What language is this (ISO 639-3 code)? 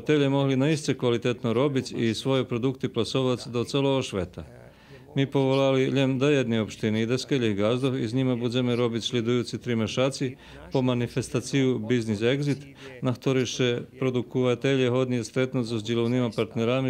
rue